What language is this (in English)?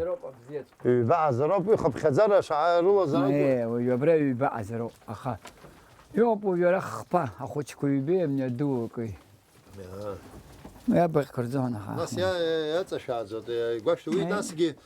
Abkhazian